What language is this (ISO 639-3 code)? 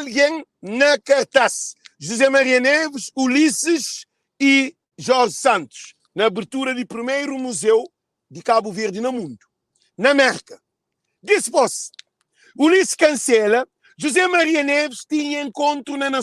kea